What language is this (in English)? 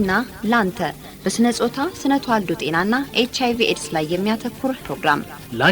Amharic